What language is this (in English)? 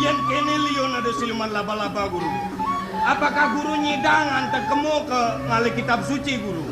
Balinese